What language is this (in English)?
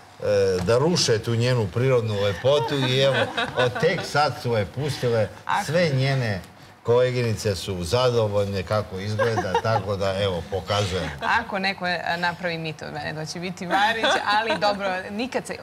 Serbian